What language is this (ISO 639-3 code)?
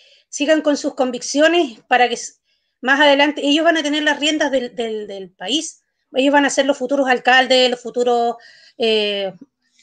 spa